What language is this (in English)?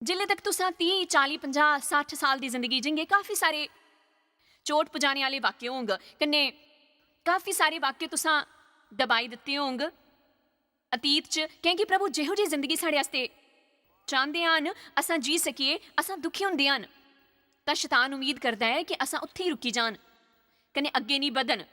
Dogri